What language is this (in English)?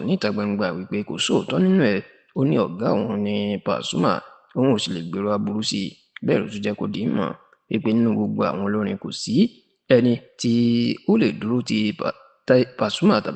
Yoruba